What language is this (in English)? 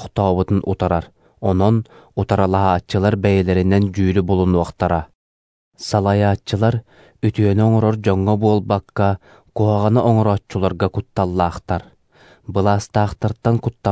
Yakut